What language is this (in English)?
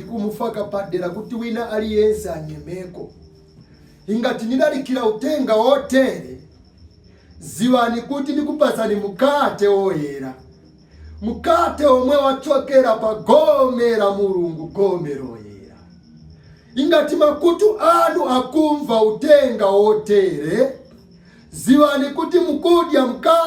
Nyanja